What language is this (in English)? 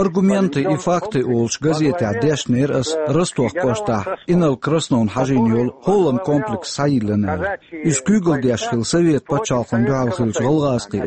Chechen